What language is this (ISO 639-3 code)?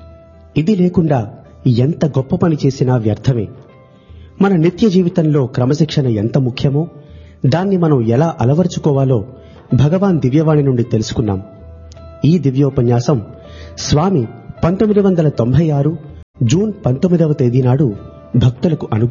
tel